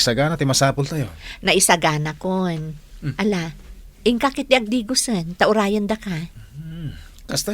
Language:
Iloko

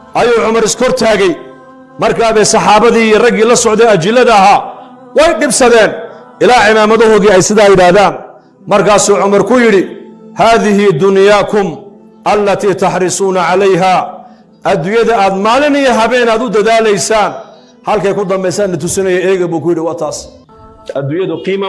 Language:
Somali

